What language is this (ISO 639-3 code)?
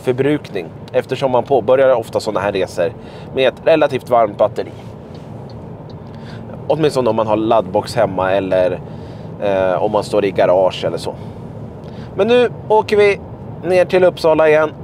swe